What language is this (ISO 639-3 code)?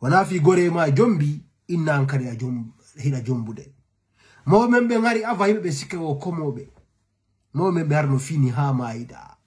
ful